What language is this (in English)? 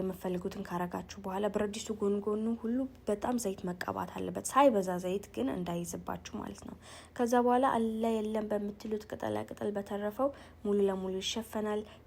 Amharic